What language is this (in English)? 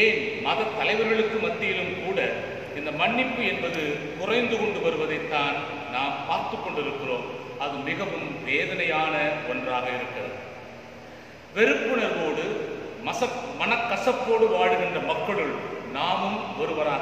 Tamil